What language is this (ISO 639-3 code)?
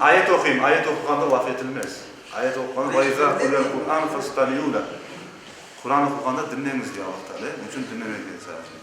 crh